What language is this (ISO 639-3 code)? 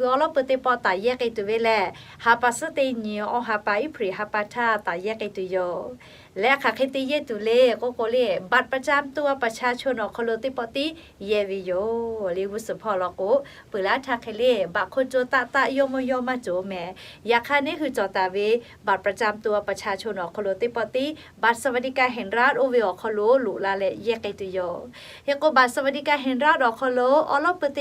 lhu